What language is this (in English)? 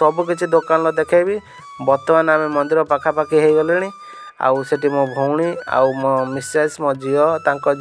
Odia